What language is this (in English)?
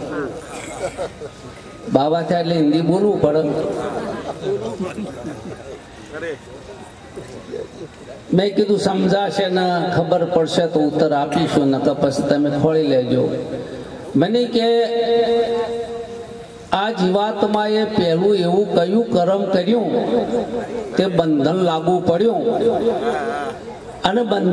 Gujarati